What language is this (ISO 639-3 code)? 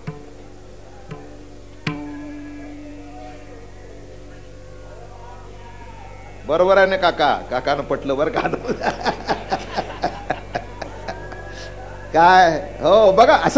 mar